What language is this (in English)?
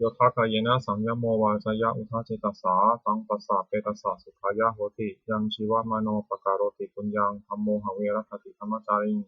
Pali